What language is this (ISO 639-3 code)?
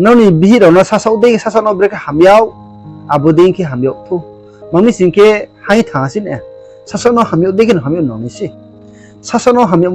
ria